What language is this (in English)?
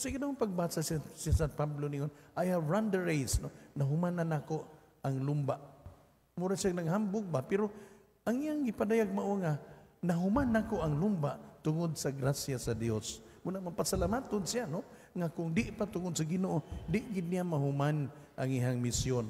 Cebuano